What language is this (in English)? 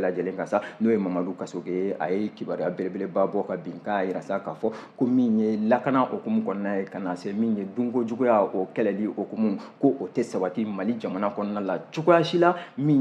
Bambara